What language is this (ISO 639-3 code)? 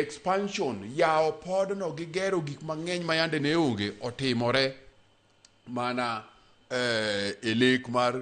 luo